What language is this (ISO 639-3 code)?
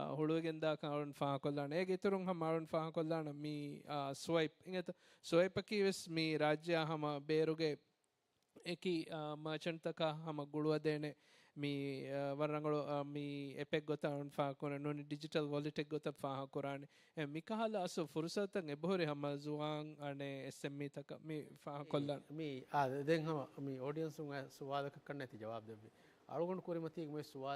div